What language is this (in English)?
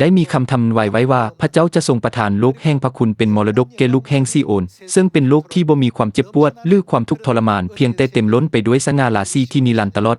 Lao